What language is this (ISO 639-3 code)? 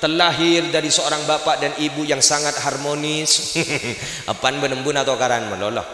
mad